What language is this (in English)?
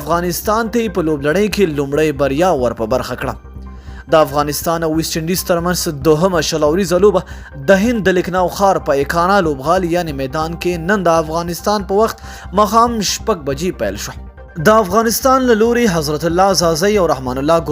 Pashto